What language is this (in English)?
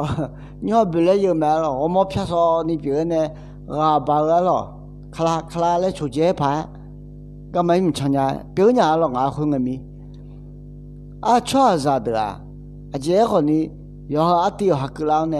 Akha